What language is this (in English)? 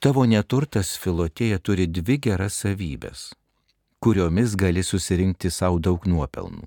Lithuanian